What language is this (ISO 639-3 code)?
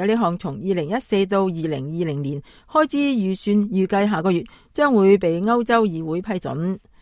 yue